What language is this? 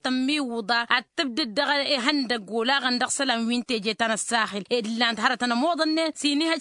Tamasheq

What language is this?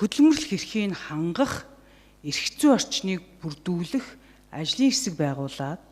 Mongolian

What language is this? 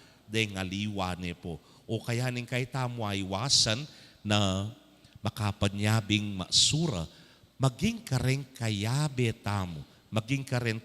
Pampanga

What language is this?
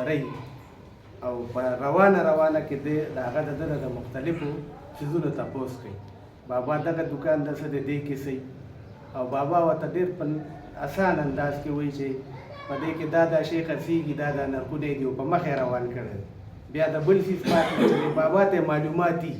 Pashto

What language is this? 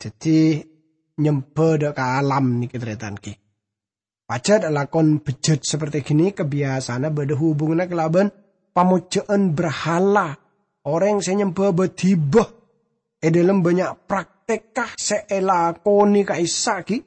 Madurese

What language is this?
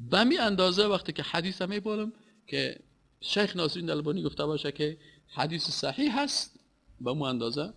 Persian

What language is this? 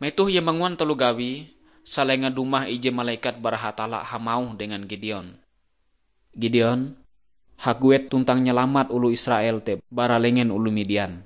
Ngaju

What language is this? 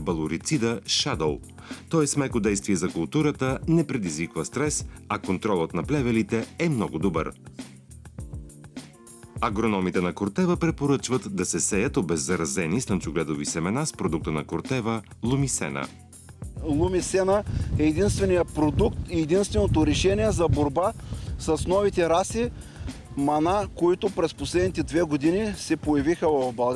Bulgarian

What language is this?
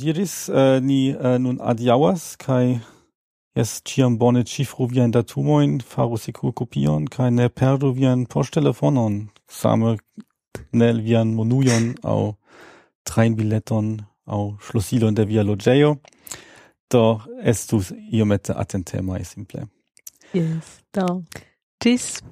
Esperanto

